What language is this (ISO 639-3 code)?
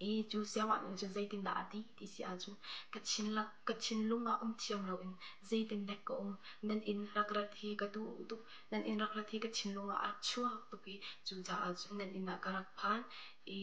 cnh